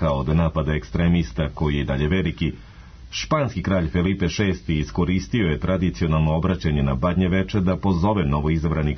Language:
Serbian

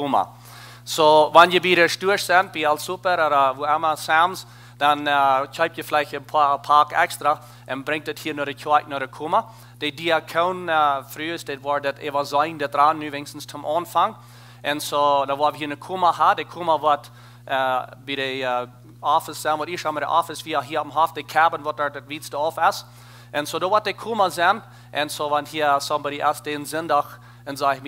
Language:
Plautdietsch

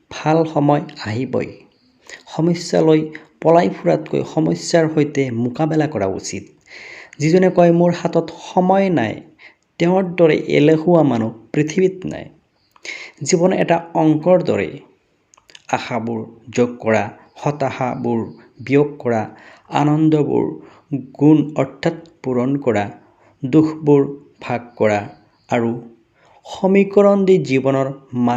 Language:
Assamese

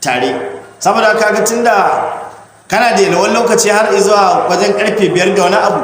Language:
Hausa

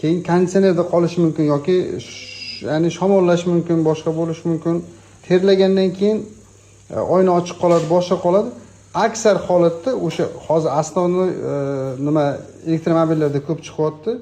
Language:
Uzbek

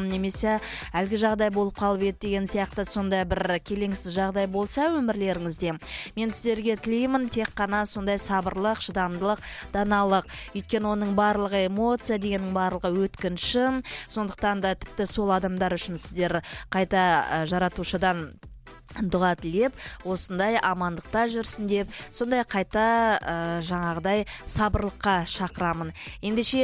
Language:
Kazakh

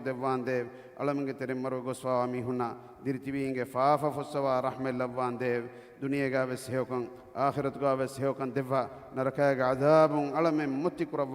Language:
Divehi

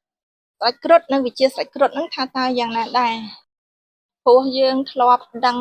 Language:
Khmer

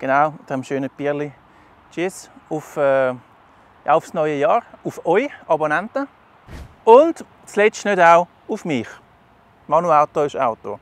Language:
Swiss German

